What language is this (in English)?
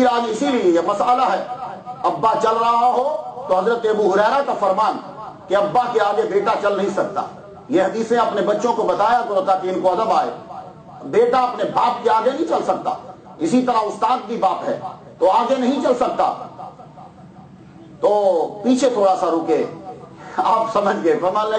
Urdu